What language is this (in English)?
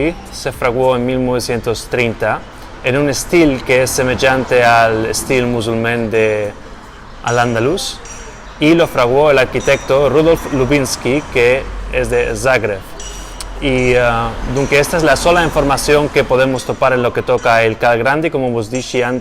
Ladino